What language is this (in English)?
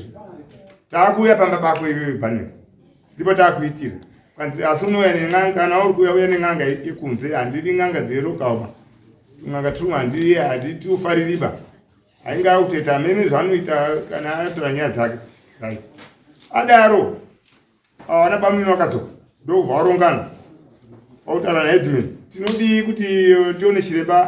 Shona